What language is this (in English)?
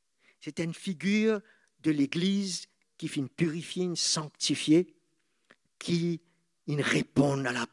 Morisyen